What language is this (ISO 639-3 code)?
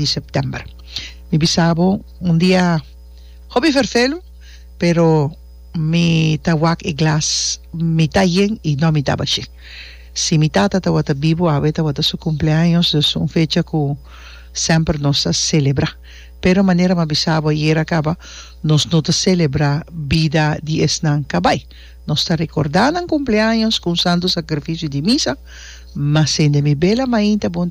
pap